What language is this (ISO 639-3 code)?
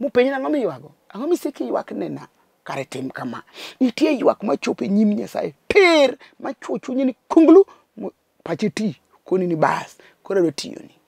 luo